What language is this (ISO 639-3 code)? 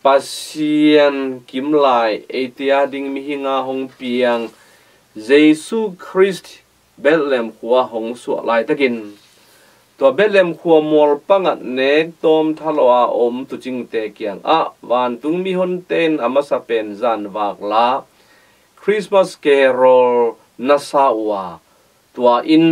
ctd